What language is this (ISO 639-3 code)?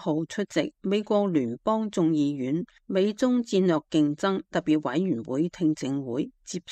yue